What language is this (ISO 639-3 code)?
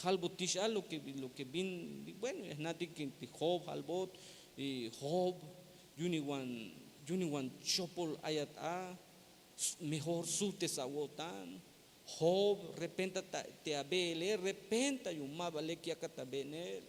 tzh